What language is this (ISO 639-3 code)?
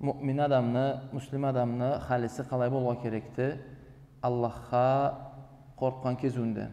krc